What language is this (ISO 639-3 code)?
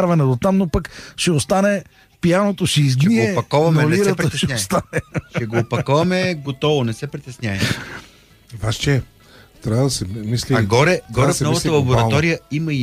bul